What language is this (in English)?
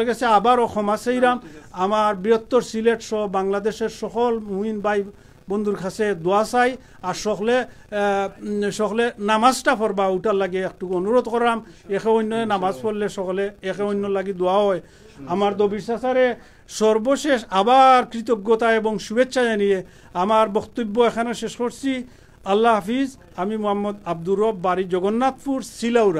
Sylheti